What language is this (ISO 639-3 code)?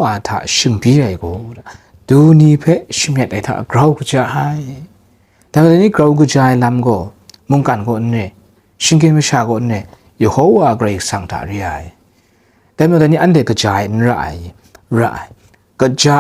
kac